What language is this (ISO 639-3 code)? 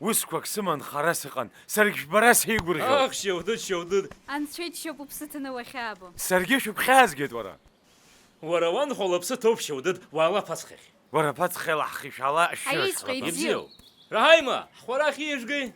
abk